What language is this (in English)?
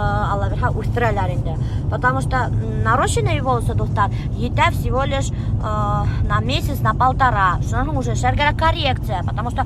Bashkir